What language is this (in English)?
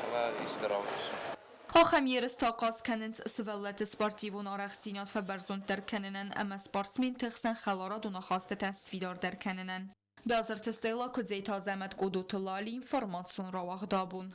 Ossetic